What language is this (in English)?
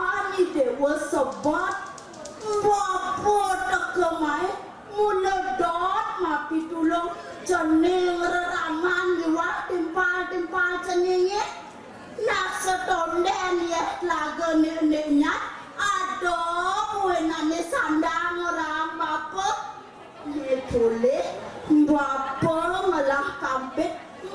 Balinese